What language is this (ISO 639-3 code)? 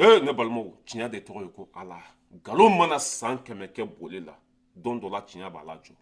bam